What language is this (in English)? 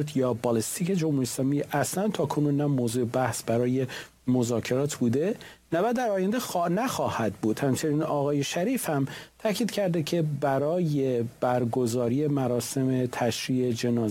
Persian